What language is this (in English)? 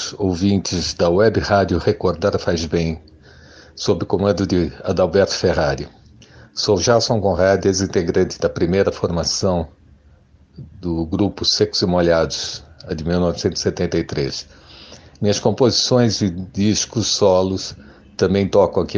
Portuguese